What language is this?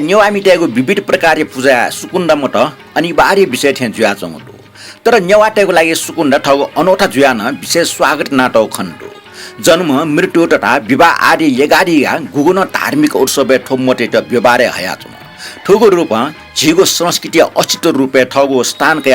Newari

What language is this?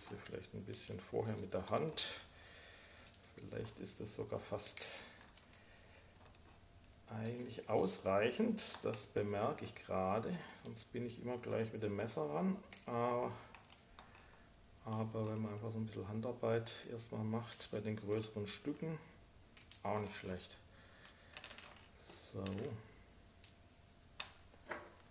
German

